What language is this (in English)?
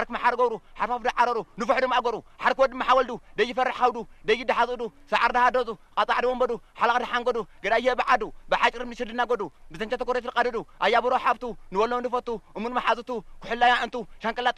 Tigrinya